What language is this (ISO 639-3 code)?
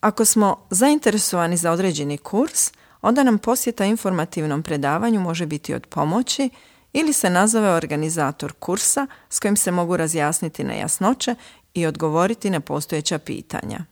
hrv